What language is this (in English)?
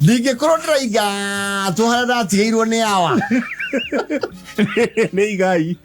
Kikuyu